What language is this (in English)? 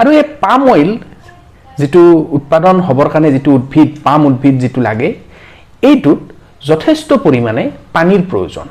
Assamese